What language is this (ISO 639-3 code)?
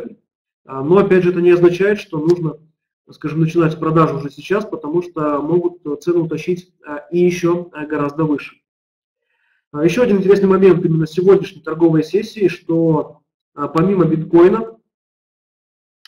rus